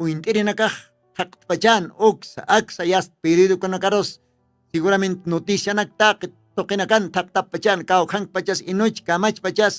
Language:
Aymara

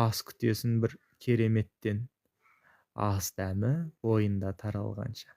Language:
Kazakh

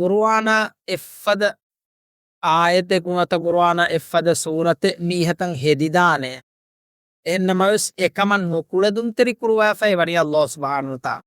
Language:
Divehi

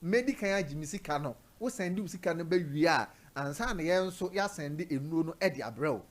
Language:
Akan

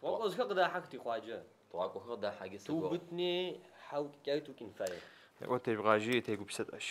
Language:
Adyghe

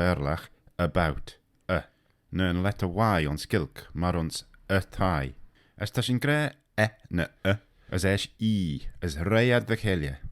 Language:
Manx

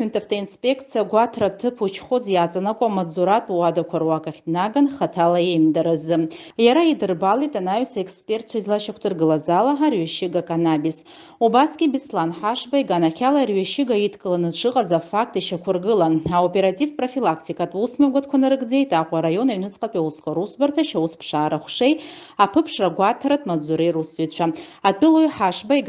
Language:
Abkhazian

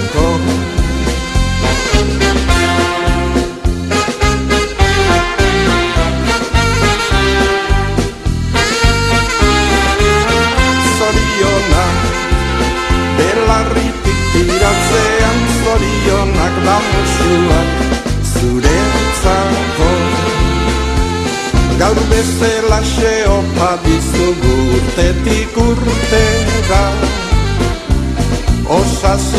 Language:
Basque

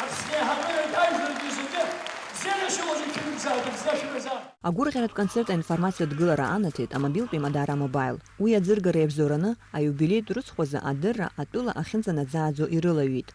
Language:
Abkhazian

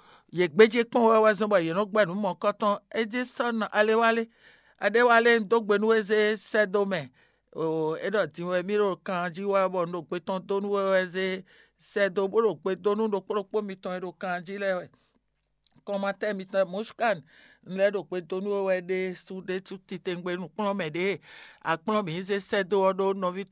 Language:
Fon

